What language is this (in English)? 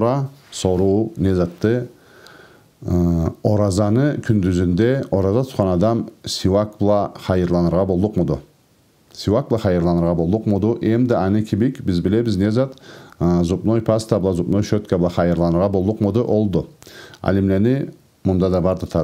Karachay-Balkar